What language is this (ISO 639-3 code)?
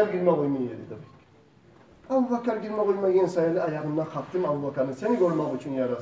kum